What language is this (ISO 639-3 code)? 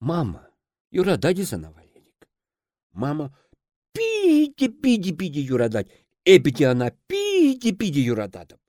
chv